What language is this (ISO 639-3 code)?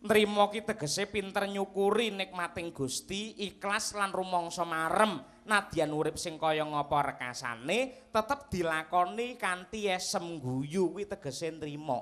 jav